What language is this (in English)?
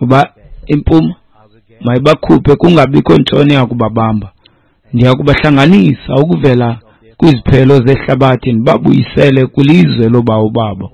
Xhosa